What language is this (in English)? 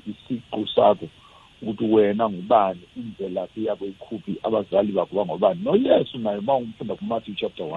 South Ndebele